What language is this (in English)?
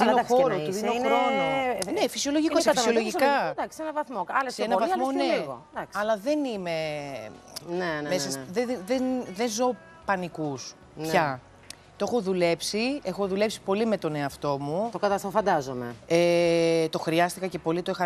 Greek